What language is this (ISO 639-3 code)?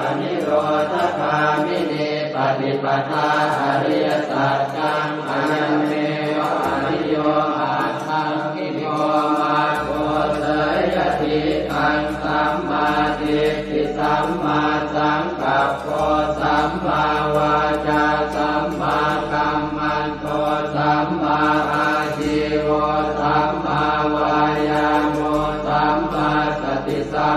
pli